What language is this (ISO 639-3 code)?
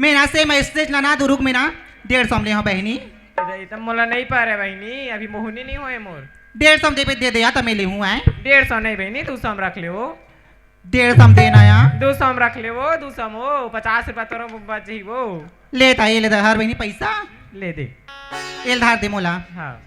hne